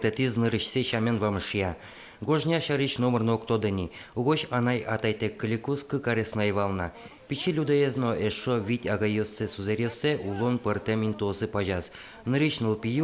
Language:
Udmurt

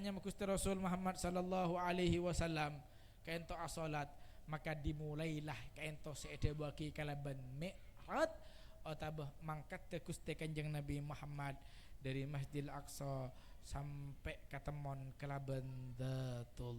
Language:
Madurese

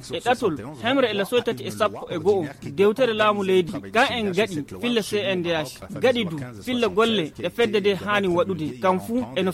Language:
Fula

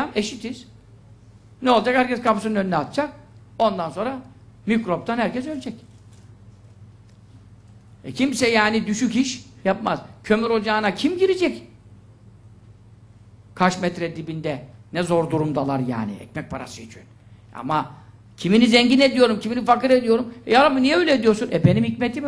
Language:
Turkish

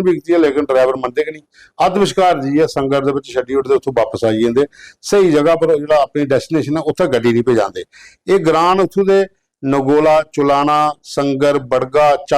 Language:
Dogri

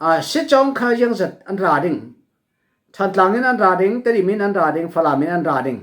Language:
Falam Chin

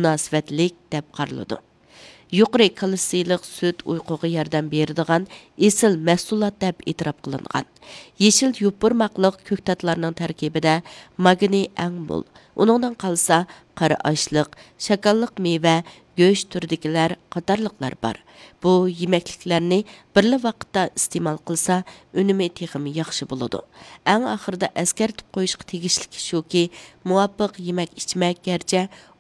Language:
Uyghur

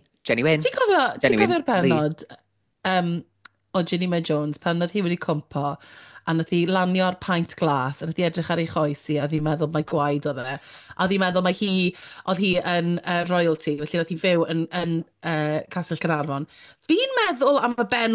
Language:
Welsh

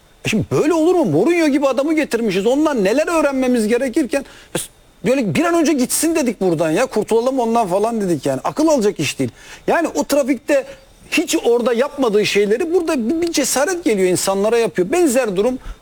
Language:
Turkish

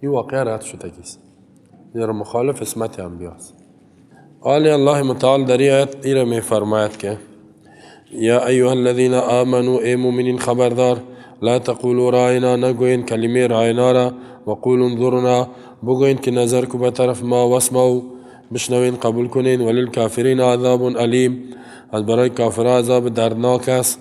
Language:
Persian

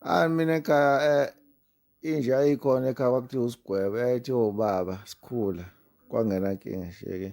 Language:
Zulu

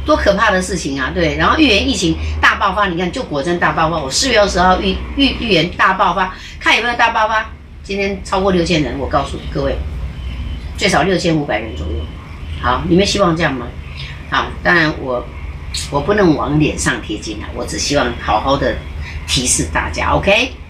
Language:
Chinese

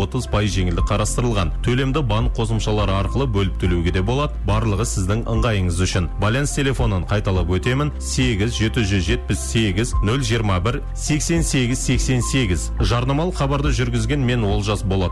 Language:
Kazakh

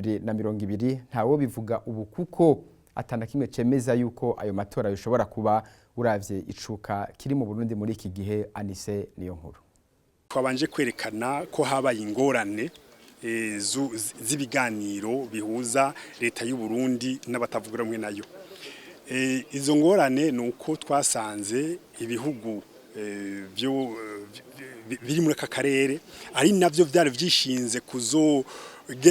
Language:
Rundi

